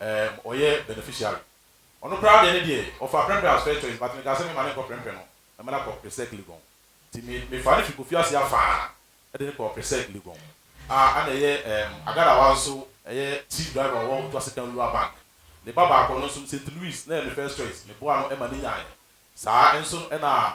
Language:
Akan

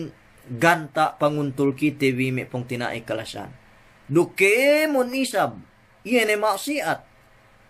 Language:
Yakan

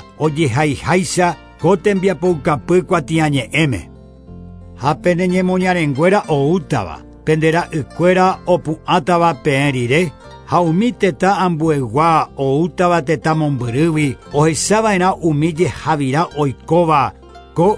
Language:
Guarani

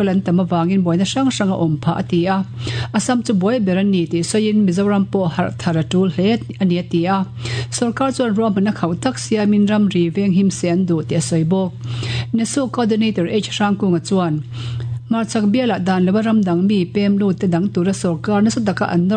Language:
Mizo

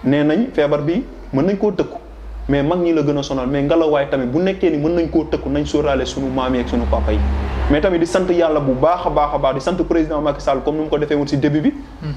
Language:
Wolof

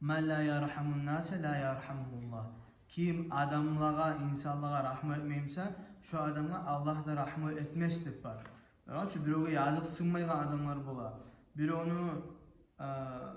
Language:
Kumyk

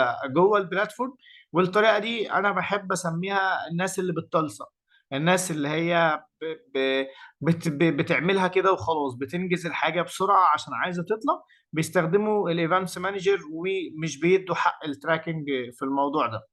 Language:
Egyptian Arabic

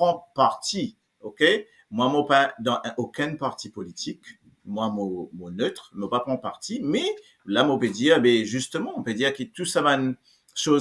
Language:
Morisyen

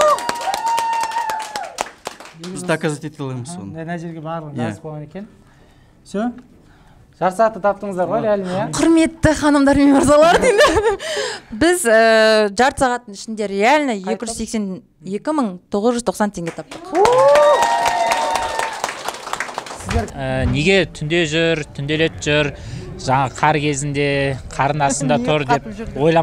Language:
Kazakh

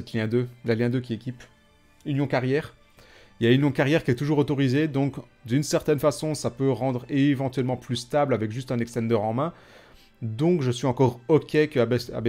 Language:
French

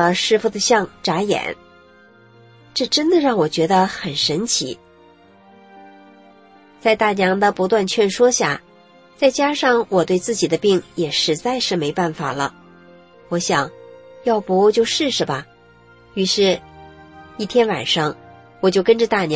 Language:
Chinese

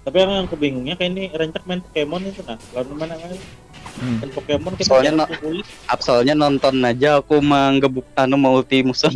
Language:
Banjar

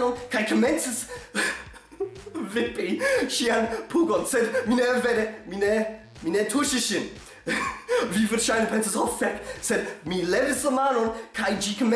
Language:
Esperanto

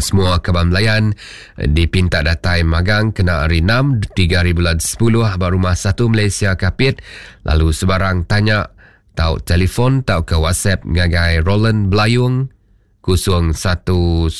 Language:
Iban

